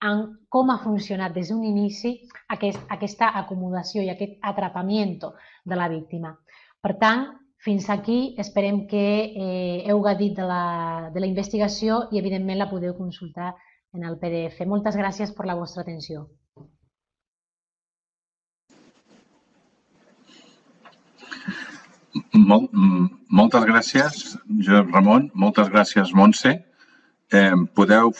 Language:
Catalan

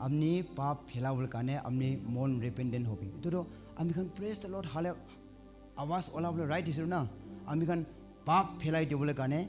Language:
Naga Pidgin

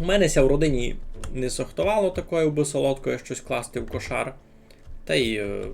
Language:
Rusyn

